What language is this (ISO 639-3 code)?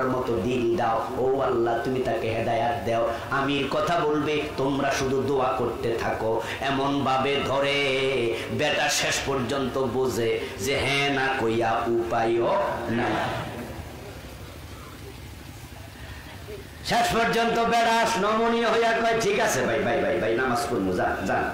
ben